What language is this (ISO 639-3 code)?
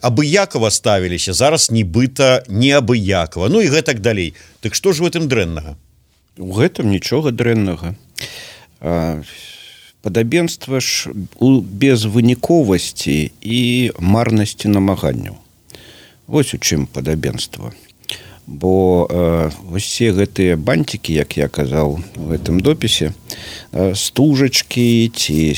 bel